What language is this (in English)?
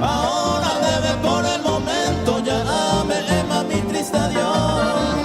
Guarani